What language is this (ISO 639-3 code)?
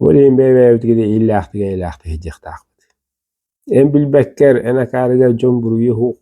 sah